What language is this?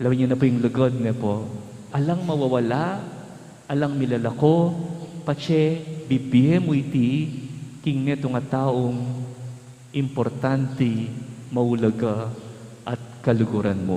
Pampanga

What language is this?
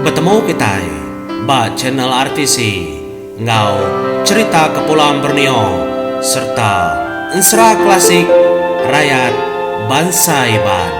Iban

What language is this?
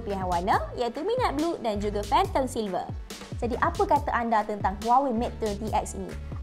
Malay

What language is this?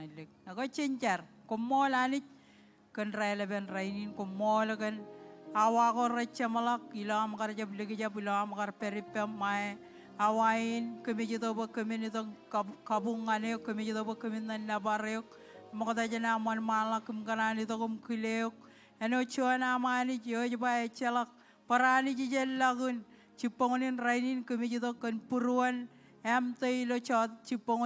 Marshallese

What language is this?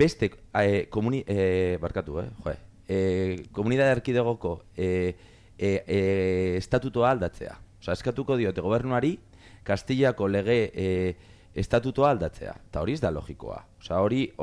Basque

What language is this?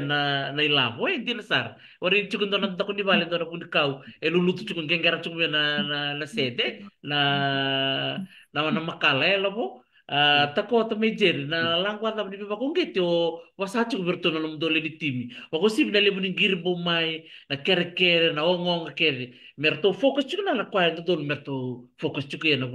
Fijian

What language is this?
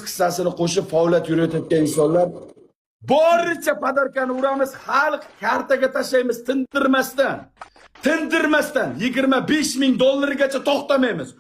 Uzbek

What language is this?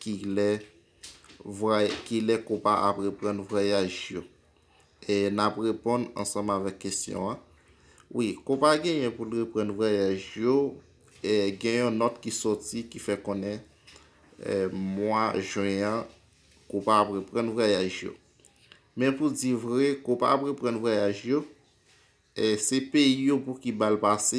Haitian Creole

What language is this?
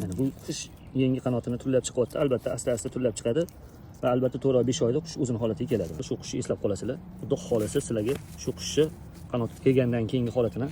Uzbek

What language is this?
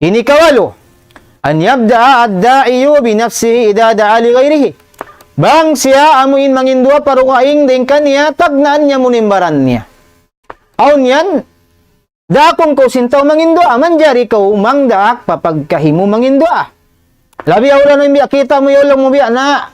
Tausug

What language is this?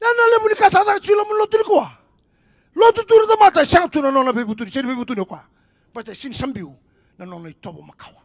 Fijian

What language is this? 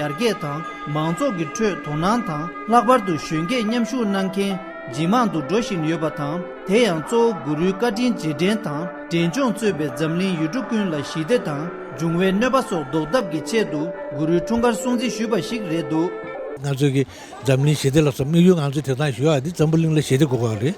Tibetan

